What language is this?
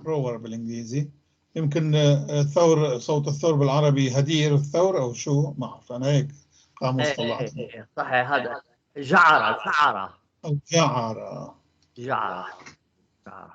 North Levantine Arabic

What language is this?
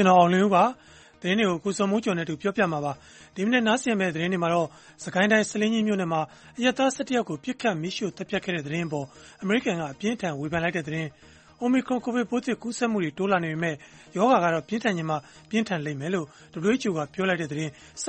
Burmese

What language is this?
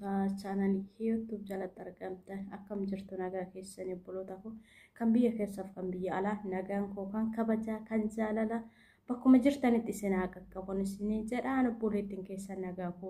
Oromo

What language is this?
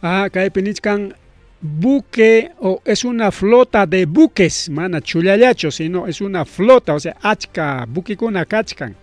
Ayacucho Quechua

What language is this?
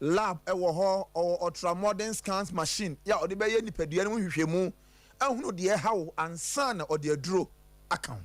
Akan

